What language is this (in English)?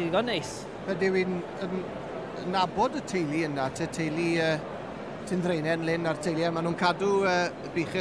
Welsh